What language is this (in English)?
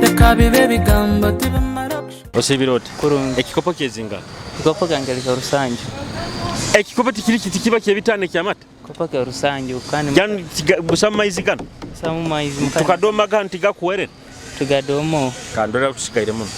Nyoro